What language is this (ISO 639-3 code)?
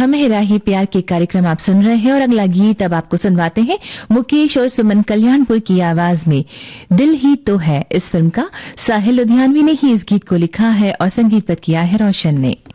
hin